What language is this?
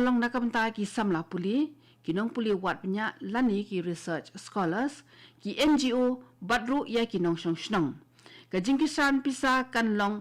Khasi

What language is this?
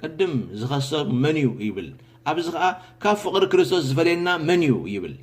Tigrinya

